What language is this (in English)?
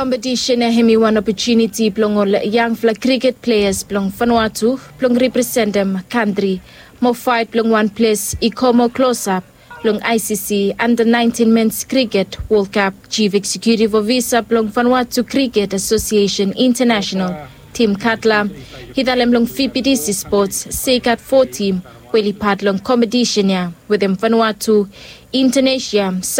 Bislama